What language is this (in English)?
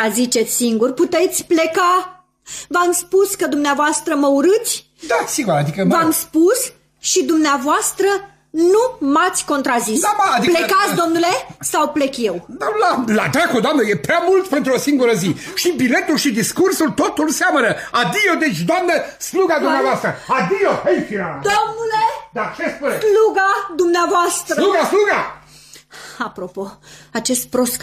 Romanian